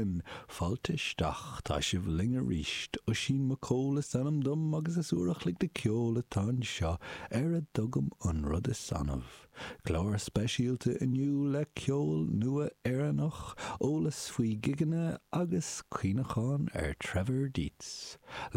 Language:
Irish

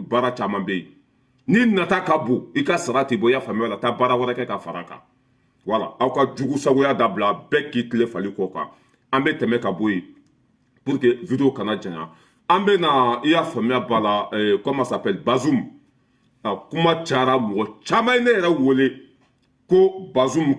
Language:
Bambara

